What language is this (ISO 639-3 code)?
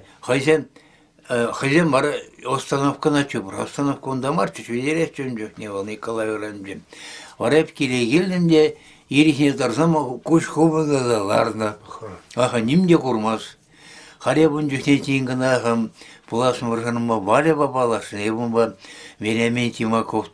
chv